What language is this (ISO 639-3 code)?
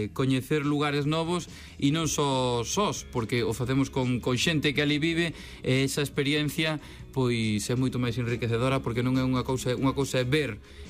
glg